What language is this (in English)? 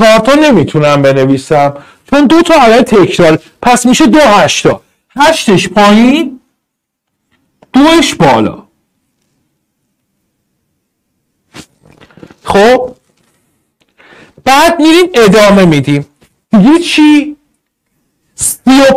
Persian